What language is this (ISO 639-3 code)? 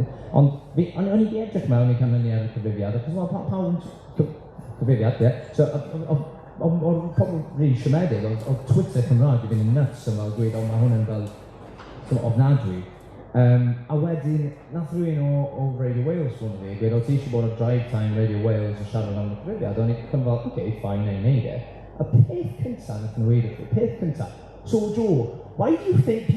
cym